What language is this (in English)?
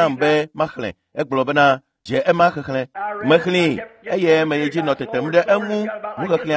Ewe